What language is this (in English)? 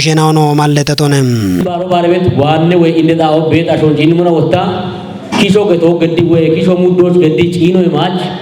Kafa